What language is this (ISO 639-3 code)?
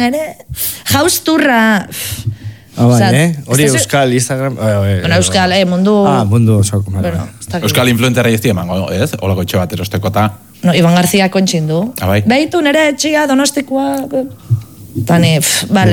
eus